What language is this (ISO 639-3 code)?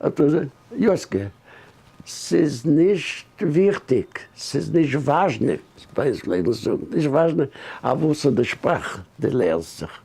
yid